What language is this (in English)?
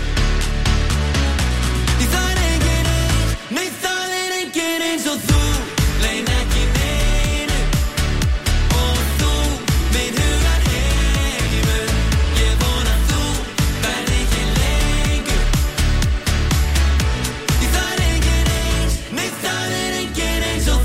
Icelandic